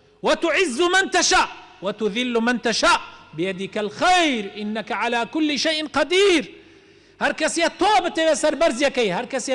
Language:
Central Kurdish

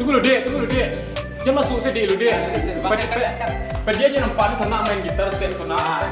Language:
Minangkabau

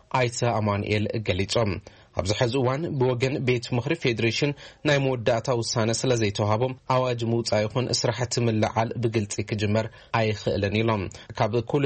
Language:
Tigrinya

